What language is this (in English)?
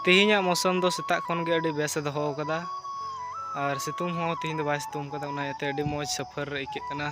Santali